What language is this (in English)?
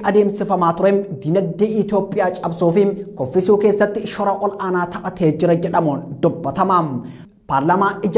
Oromo